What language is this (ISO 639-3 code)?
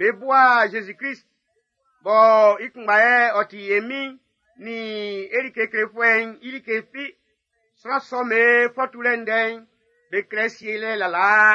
bci